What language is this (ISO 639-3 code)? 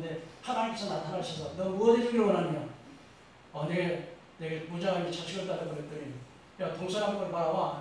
kor